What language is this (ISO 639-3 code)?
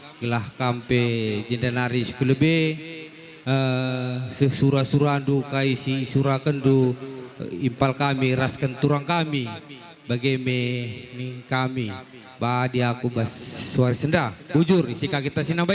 btx